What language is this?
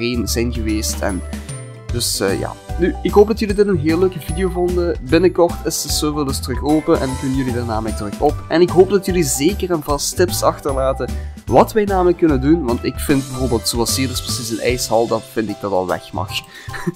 Dutch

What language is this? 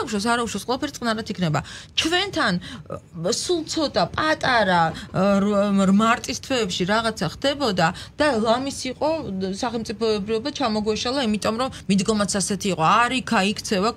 Georgian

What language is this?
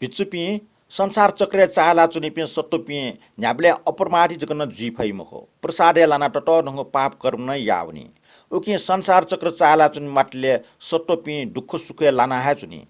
Newari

